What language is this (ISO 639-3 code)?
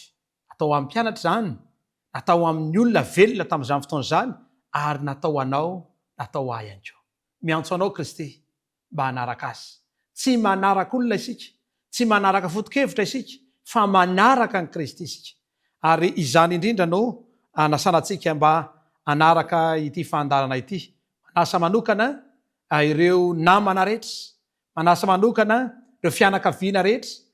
mlg